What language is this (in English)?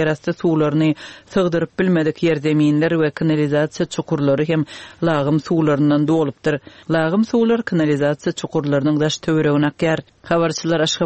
Turkmen